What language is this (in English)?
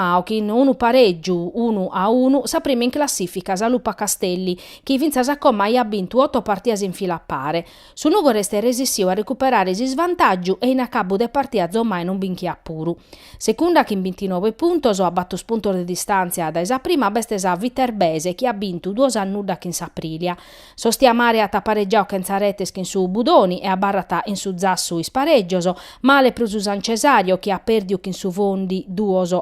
Sardinian